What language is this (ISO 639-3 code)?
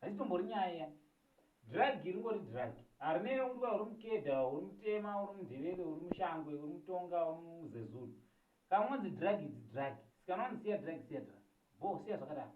sna